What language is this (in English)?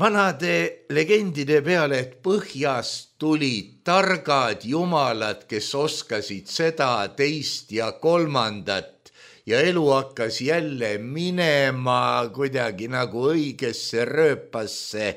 Estonian